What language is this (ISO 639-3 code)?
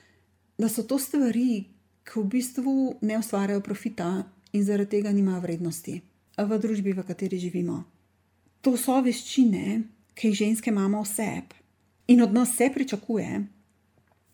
slv